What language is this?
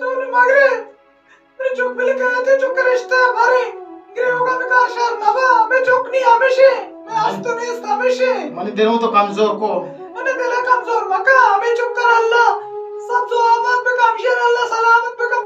Baluchi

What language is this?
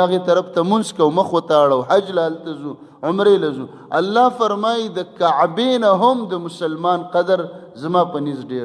Pashto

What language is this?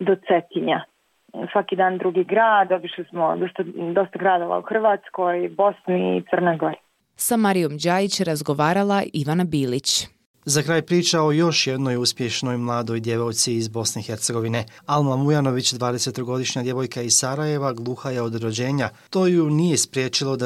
Bosnian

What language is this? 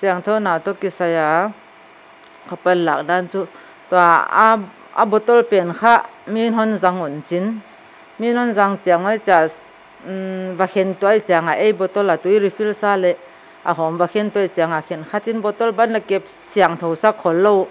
Paite Chin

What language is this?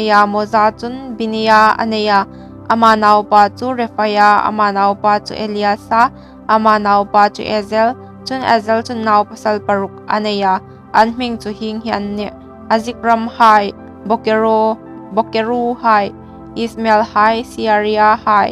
Hmar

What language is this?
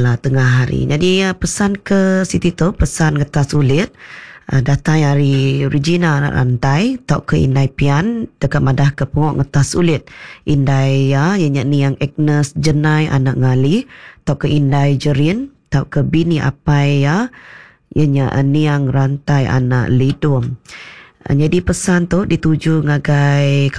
Iban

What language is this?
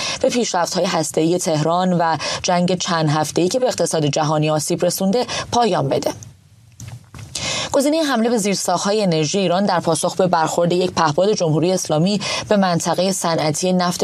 Persian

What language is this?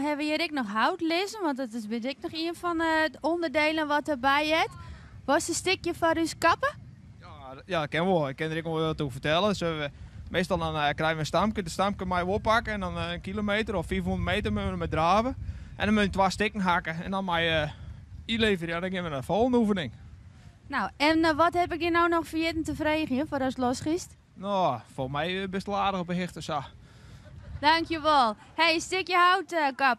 Western Frisian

